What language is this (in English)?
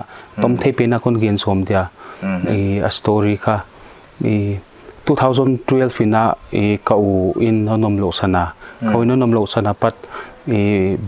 Paite Chin